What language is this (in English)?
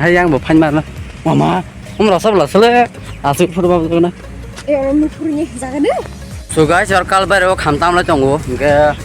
Kok Borok